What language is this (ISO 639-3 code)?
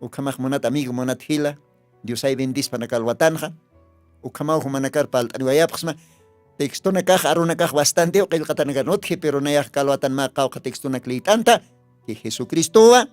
aym